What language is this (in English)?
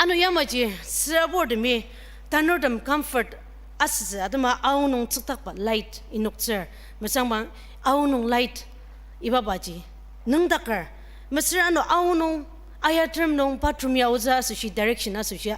Ao Naga